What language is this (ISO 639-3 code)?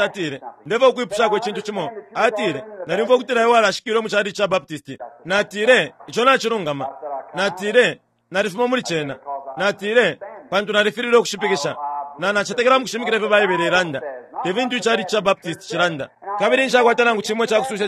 bem